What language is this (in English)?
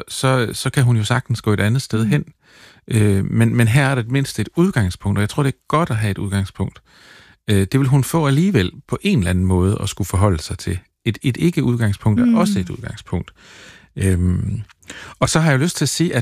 Danish